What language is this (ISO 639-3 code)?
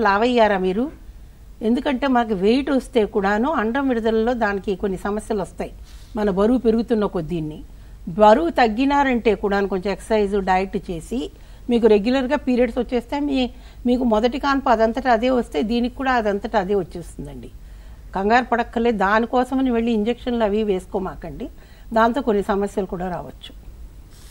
tel